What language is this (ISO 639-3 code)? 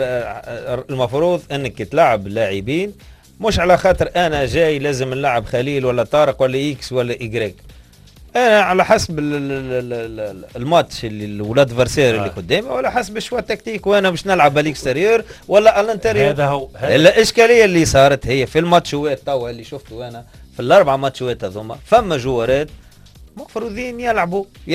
aeb